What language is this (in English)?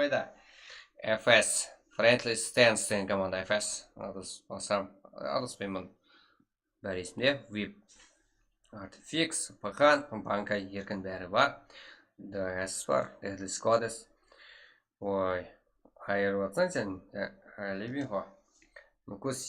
Kara-Kalpak